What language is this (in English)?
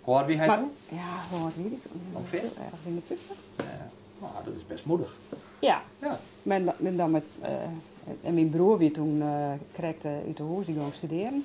Western Frisian